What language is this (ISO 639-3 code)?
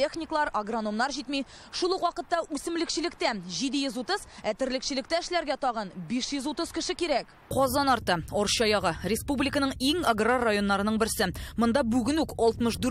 tat